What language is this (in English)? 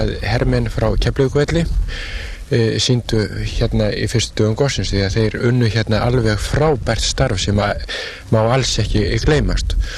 Icelandic